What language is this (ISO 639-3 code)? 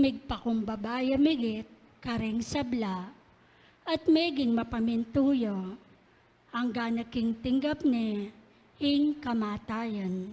pam